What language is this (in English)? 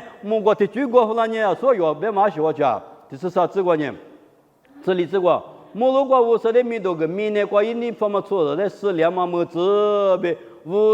Lisu